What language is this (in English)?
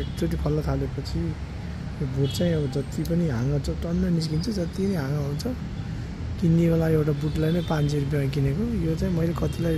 Nepali